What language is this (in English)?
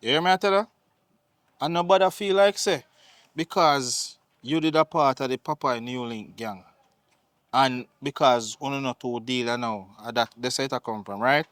Jamaican Creole English